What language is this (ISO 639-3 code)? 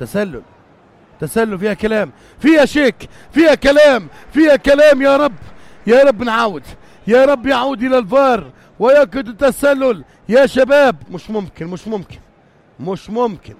apc